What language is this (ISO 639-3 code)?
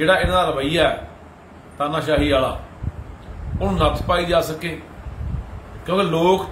pan